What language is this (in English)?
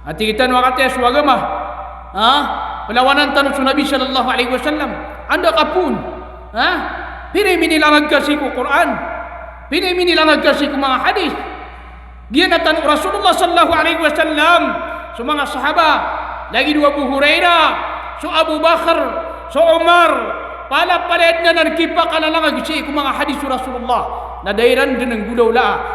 Maranao